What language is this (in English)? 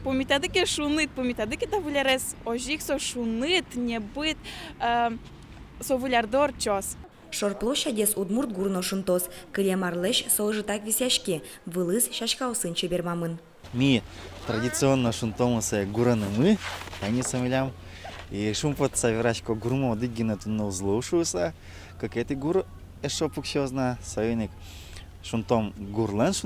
Udmurt